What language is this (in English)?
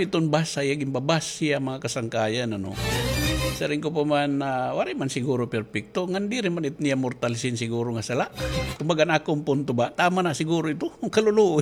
Waray